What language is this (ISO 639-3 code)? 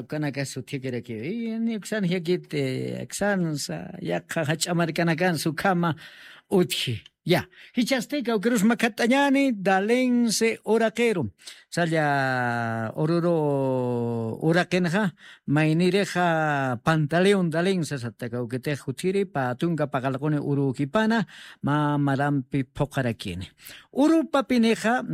aym